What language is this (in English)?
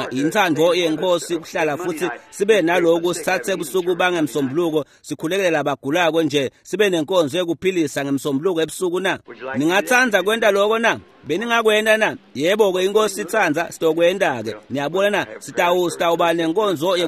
Swati